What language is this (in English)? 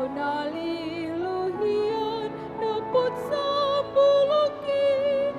Batak Toba